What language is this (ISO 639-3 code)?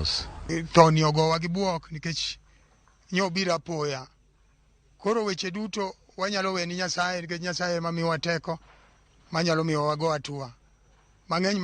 luo